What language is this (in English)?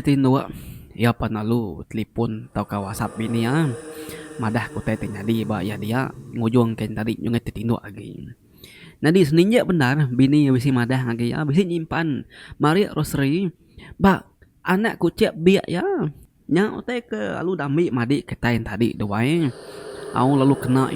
Iban